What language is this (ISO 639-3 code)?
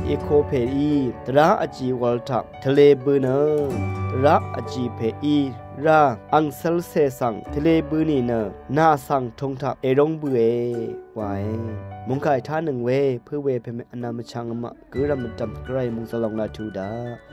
raw